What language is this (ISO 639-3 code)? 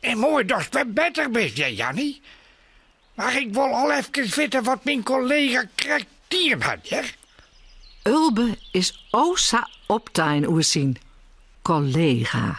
fry